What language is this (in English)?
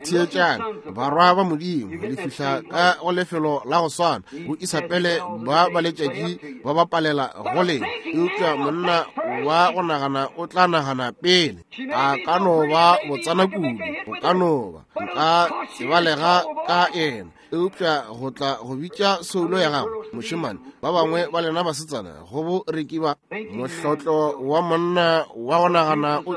Northern Sotho